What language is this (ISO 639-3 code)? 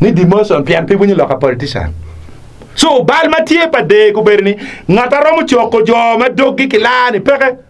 ach